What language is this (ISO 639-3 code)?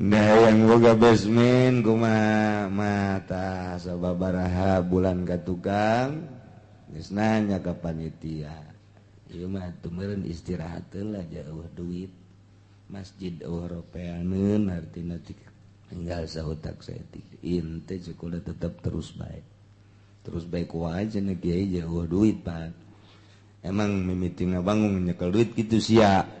sun